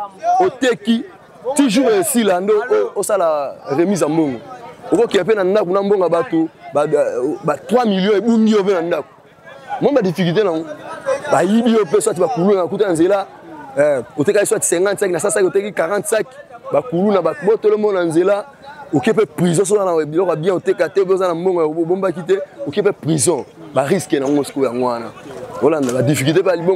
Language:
Lingala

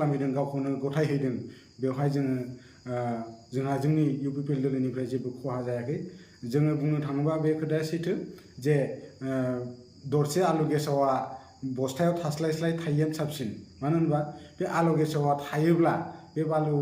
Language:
Bodo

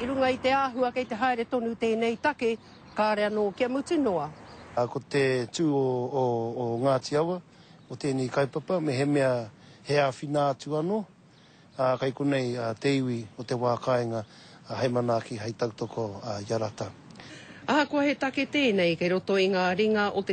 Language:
Māori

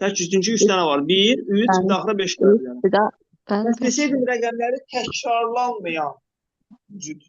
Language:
Azerbaijani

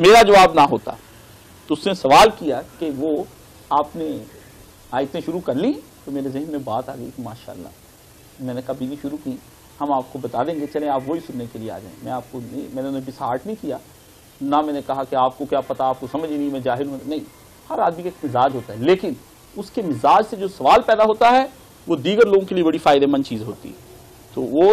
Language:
Urdu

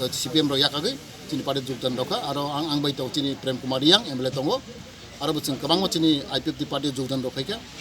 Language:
Kok Borok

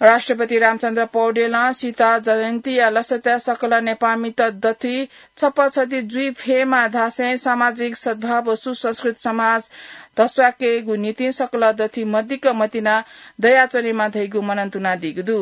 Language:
Newari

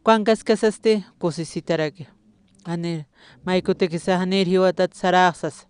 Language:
Aymara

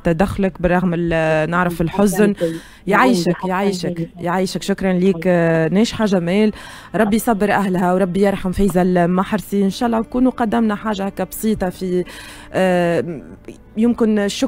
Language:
Tunisian Arabic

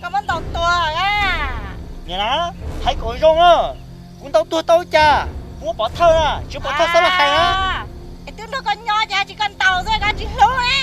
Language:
Hmong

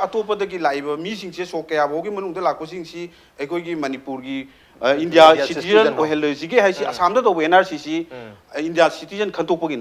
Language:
Manipuri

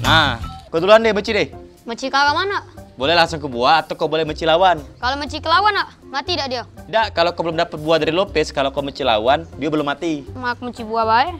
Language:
Musi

